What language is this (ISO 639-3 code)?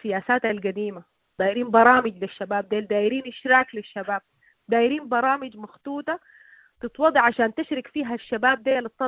apd